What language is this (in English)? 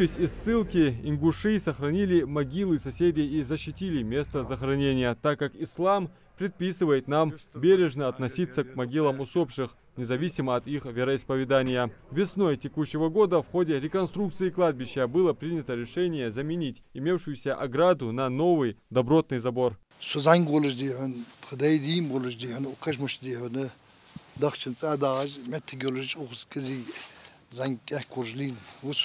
Ingush